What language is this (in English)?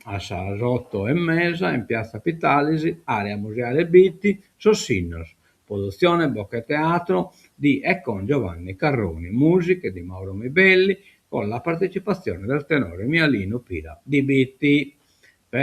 Sardinian